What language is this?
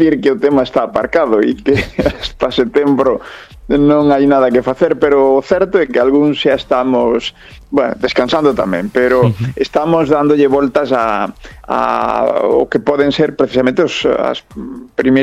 Galician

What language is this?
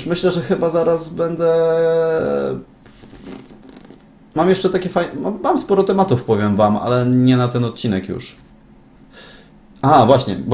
Polish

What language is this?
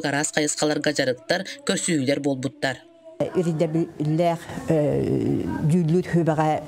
Yakut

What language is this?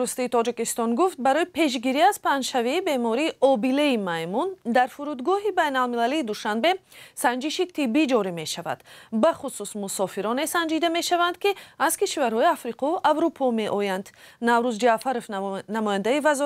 Tajik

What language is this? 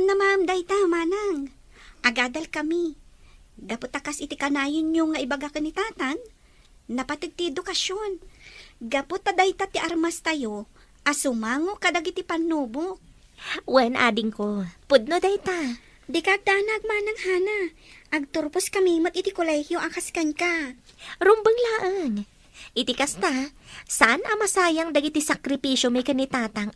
Iloko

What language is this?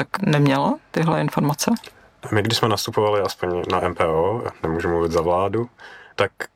Czech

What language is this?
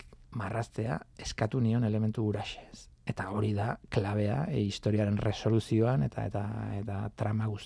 Basque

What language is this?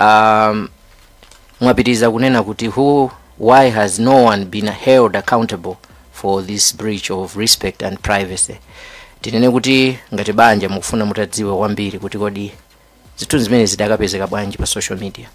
Nyanja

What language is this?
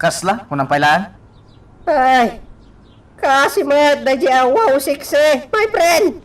Iloko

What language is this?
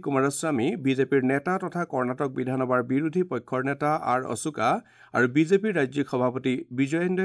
Assamese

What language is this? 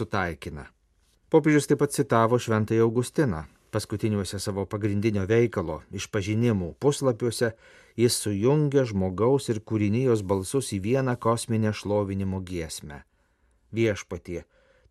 Lithuanian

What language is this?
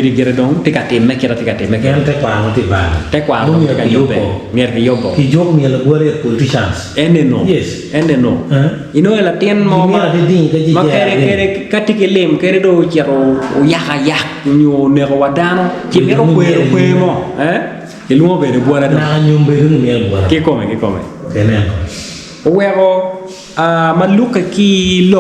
Acoli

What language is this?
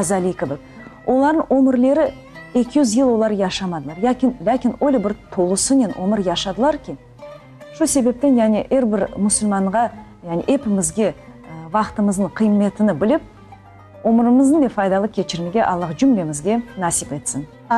Crimean Tatar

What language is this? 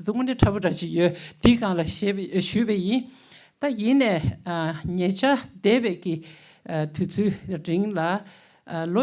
Tibetan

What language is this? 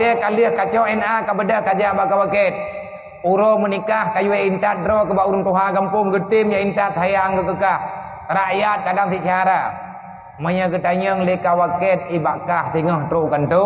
Achinese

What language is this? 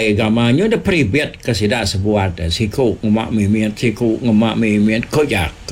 Iban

